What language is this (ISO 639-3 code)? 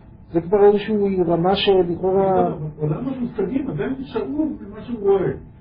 heb